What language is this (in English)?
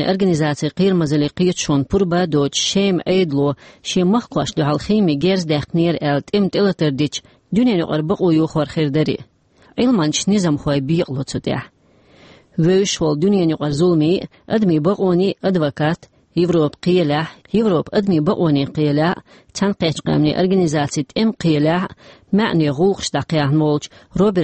Chechen